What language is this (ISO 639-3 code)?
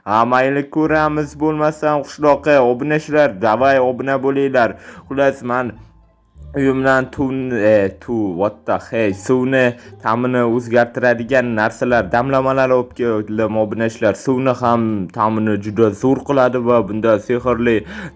uzb